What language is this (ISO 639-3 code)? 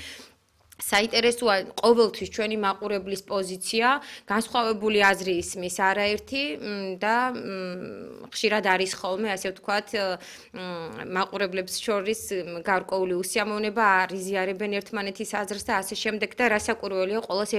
kat